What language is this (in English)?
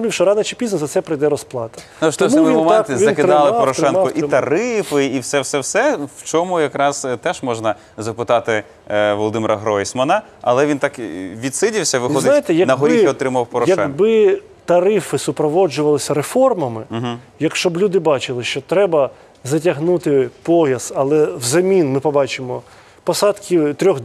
Ukrainian